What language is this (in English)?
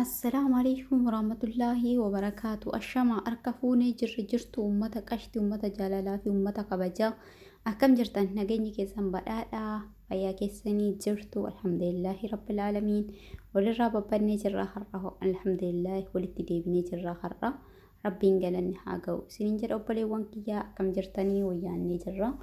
Oromo